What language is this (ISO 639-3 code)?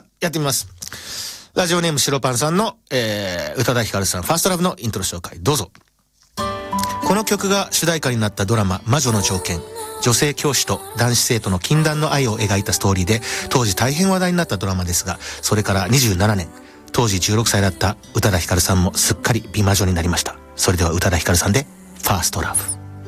jpn